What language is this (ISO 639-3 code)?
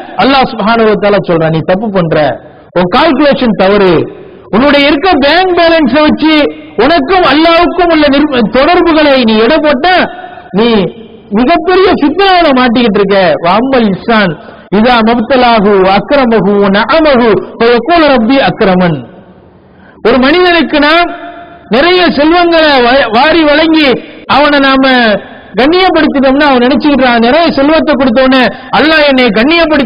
tam